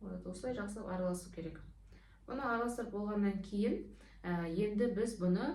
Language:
Kazakh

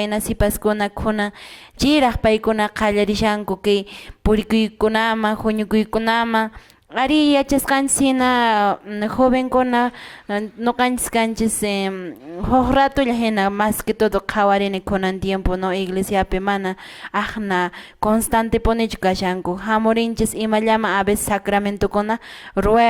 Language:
Quechua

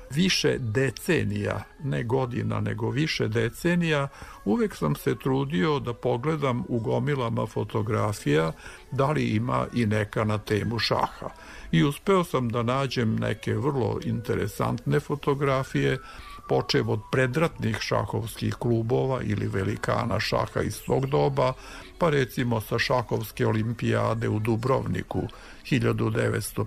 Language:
Serbian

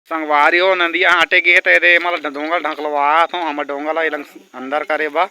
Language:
Chhattisgarhi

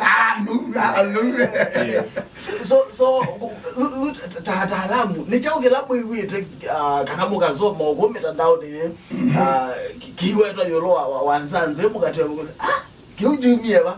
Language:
Kamba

